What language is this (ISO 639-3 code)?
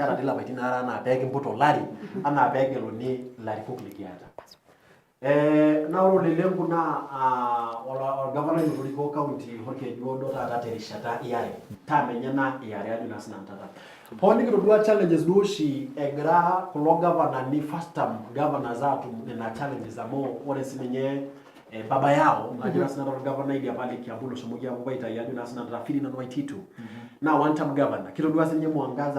mas